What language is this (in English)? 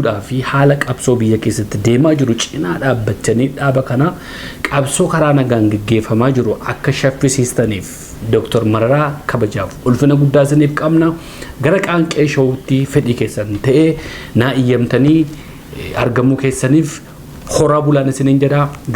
Oromo